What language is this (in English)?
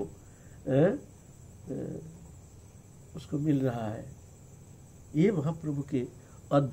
Hindi